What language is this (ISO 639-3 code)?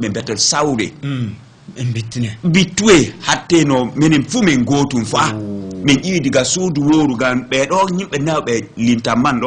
ful